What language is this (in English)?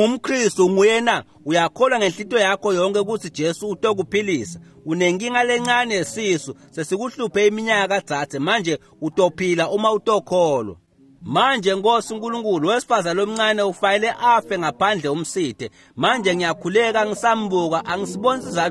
Swati